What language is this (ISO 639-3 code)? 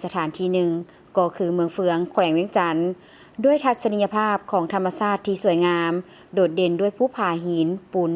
lao